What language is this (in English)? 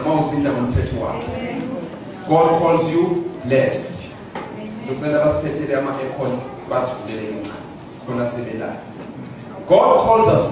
Zulu